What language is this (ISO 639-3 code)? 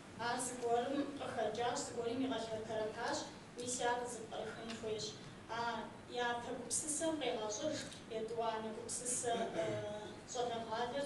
kbd